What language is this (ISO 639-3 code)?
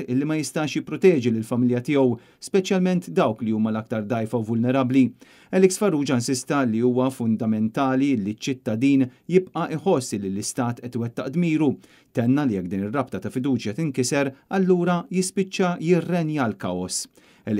mlt